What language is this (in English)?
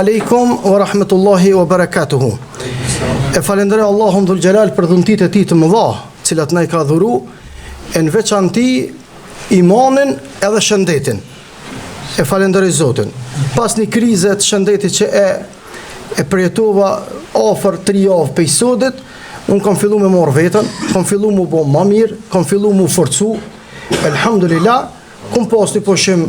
Albanian